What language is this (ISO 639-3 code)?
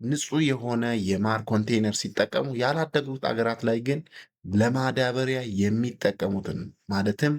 amh